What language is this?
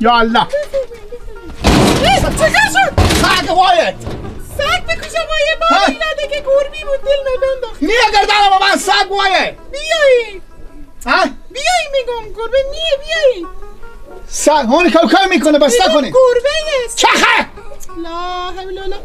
Persian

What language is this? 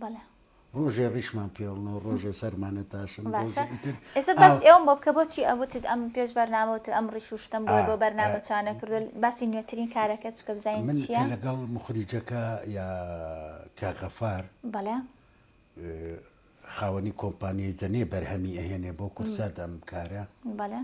Central Kurdish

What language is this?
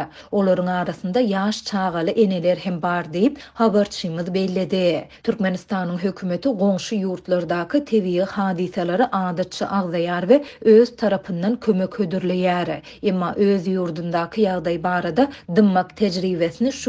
Turkmen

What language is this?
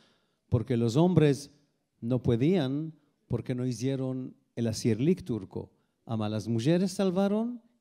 Ladino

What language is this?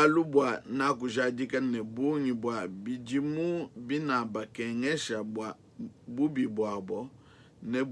Luba-Lulua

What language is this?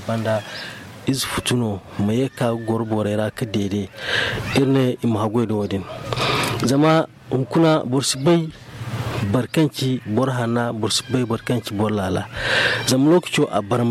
Zarma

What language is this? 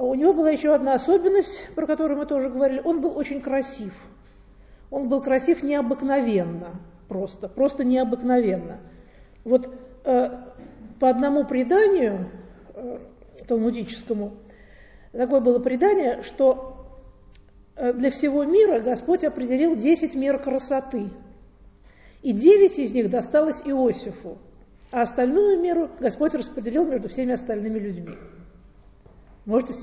Russian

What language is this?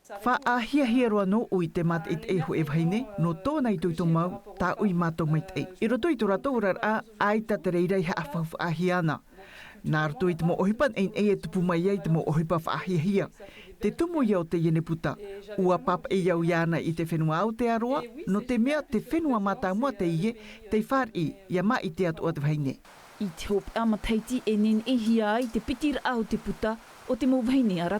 Tahitian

